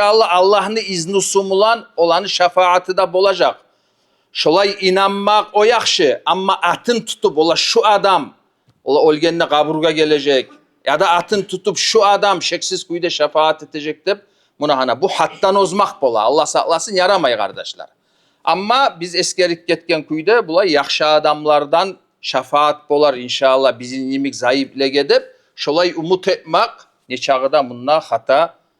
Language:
Kumyk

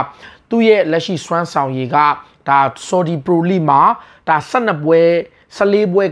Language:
Burmese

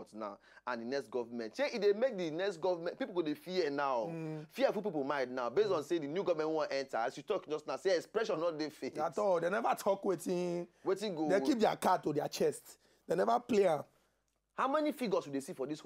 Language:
Nigerian Pidgin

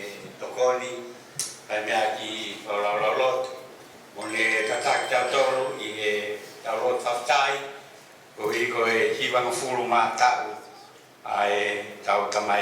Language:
Tongan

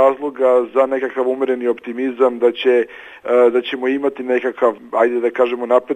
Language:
Serbian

